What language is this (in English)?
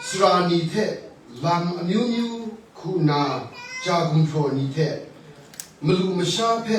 Kachin